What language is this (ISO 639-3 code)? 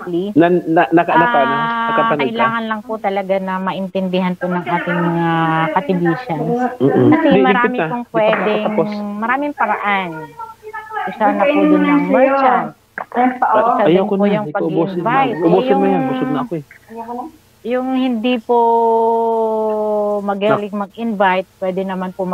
fil